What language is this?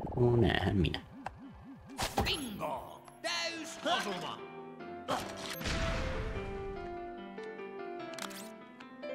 Finnish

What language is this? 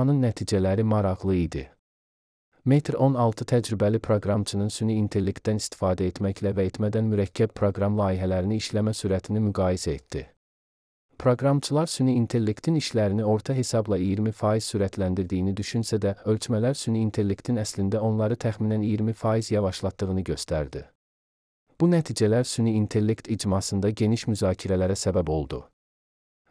Azerbaijani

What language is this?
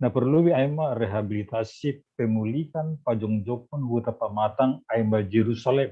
Batak Simalungun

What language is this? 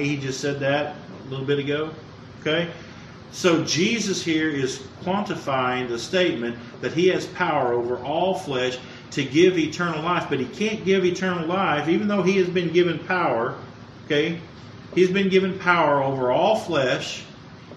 English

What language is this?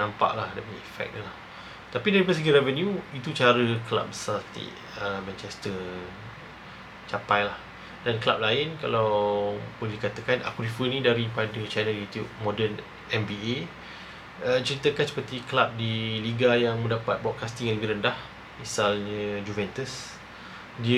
Malay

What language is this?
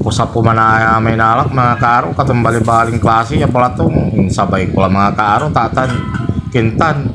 Pangasinan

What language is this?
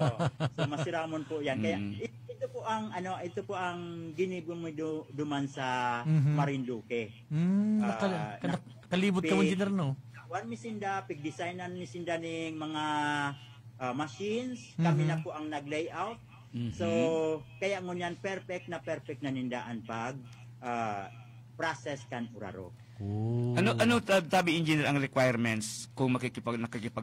Bikol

